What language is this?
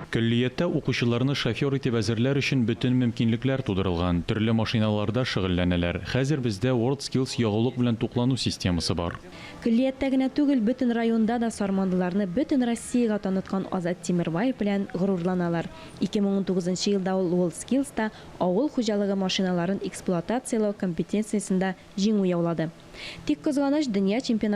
Tatar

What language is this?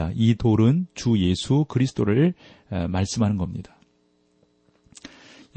Korean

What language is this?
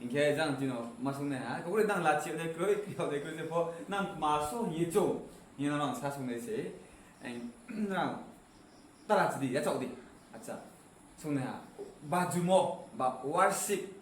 Riang (India)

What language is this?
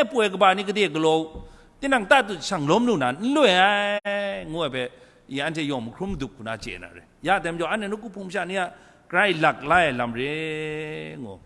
Kachin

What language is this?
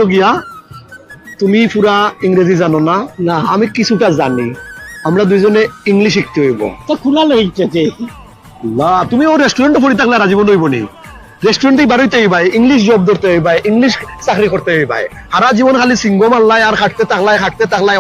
Sylheti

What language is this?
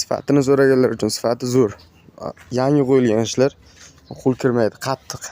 Uzbek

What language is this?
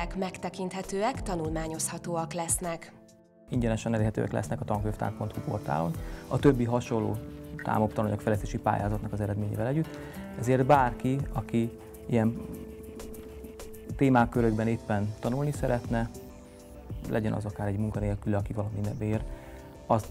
Hungarian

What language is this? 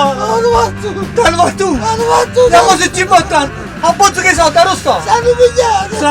Neapolitan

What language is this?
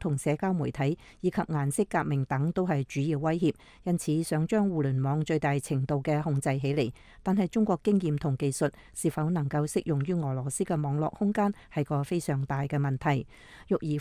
Cantonese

